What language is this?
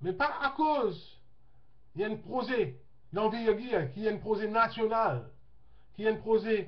Morisyen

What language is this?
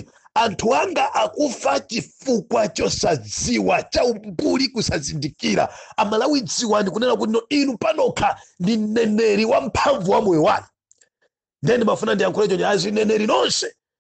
Nyanja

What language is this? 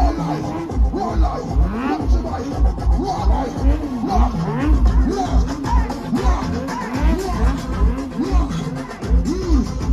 Jamaican Creole English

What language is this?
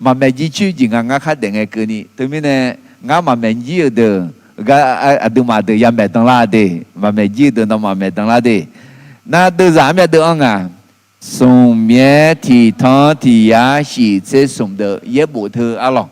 Akha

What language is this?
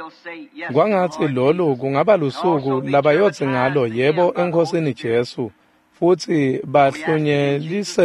Swati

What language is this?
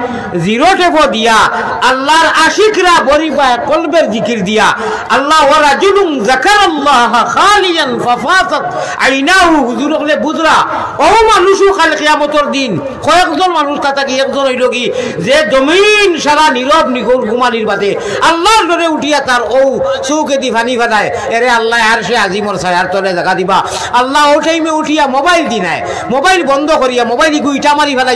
Sylheti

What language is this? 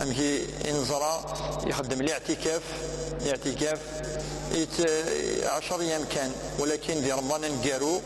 Kabyle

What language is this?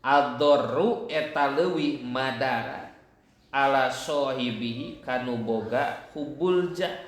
Sundanese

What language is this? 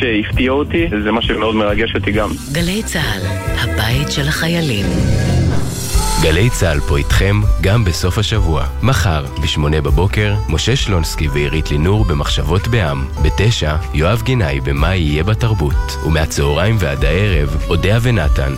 Hebrew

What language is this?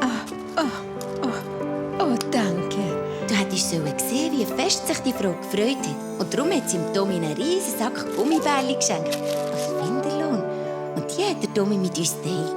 Swiss German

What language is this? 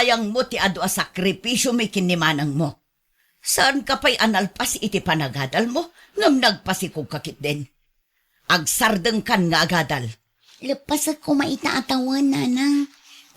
Iloko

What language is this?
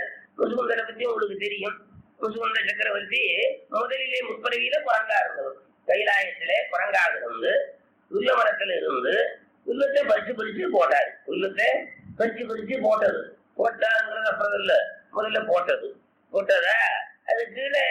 Tamil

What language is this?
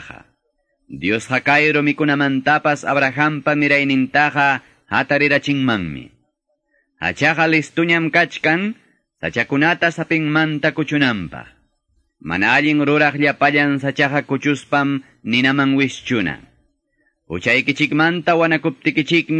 Quechua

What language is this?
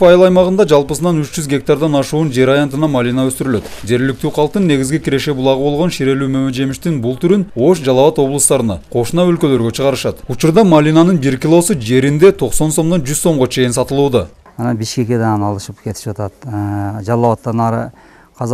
Kyrgyz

